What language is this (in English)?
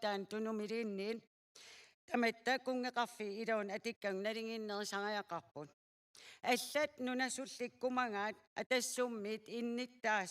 Kalaallisut